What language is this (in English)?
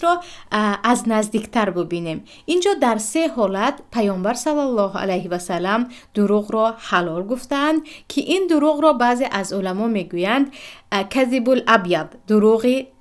Tajik